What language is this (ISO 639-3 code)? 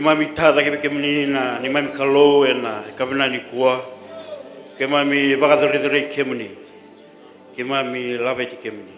fij